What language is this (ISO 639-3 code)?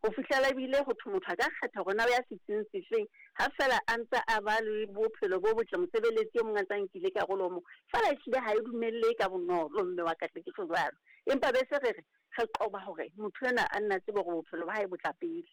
sot